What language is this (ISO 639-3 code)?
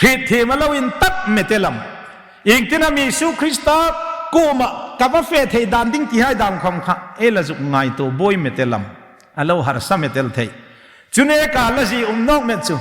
hmr